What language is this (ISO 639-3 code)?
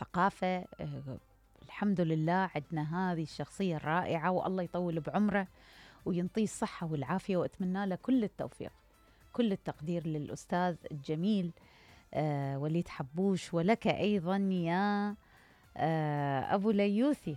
acm